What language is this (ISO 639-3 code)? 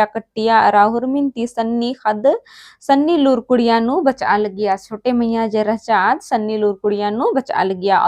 kru